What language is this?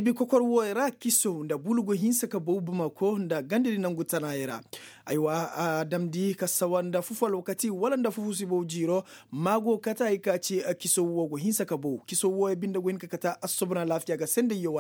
Koyraboro Senni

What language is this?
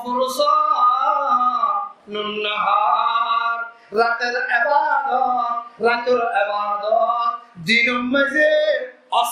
Rohingya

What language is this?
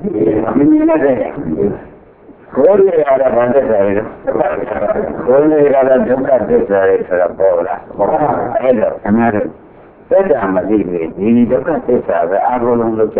Burmese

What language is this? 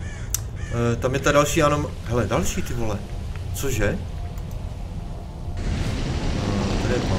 Czech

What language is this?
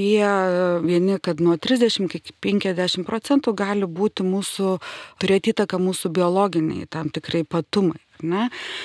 Lithuanian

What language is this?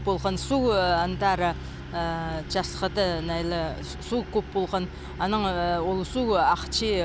Khakas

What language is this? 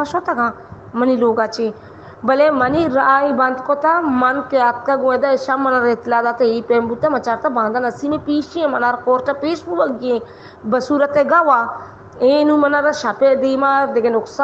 Baluchi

